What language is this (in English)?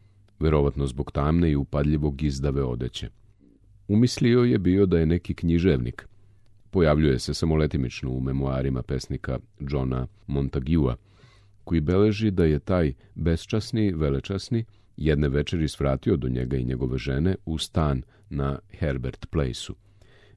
Serbian